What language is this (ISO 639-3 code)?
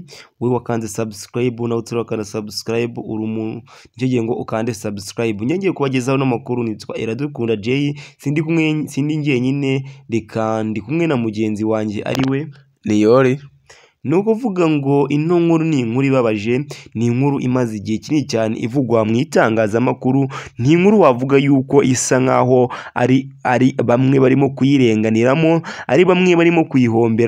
kin